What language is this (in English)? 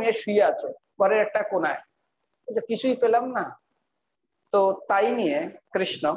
Bangla